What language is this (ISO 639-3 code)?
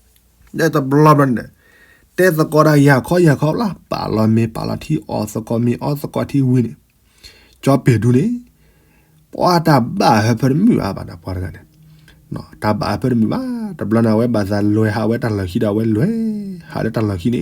ksw